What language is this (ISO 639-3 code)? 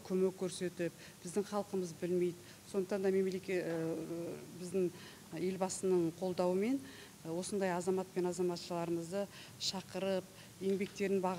kaz